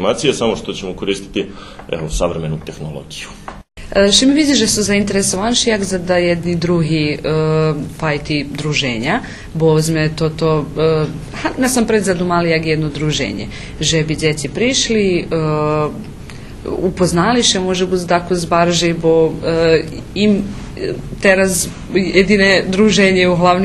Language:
Rusyn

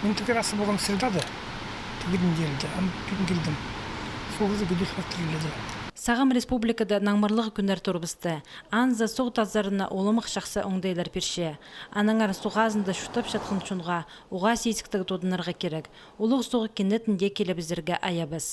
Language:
Khakas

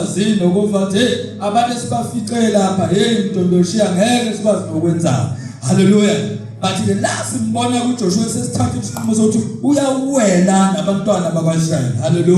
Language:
Zulu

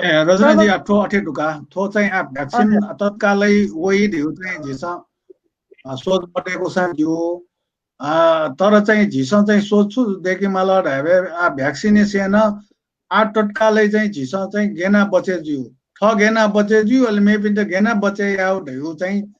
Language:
Newari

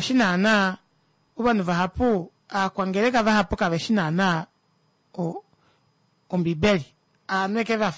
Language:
Kuanyama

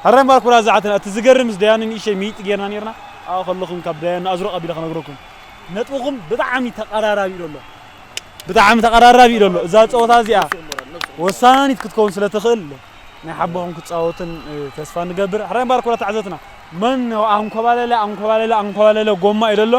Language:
Tigrinya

